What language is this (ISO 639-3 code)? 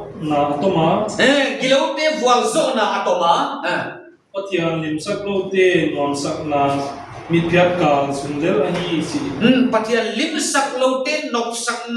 pck